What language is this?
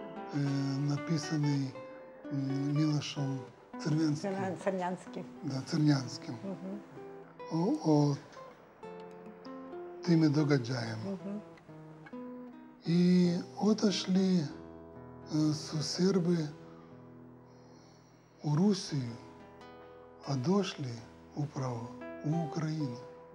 Serbian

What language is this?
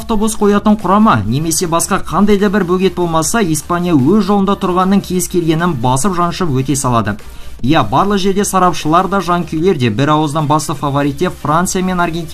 Kazakh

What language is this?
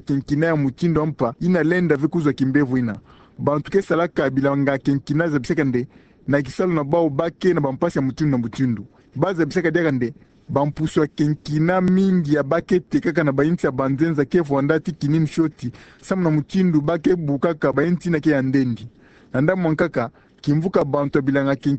Kituba (Democratic Republic of Congo)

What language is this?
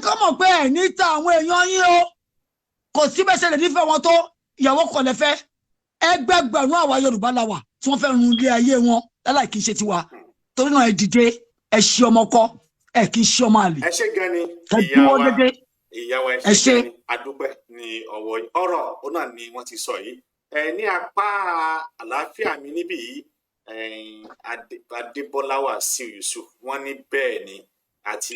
Yoruba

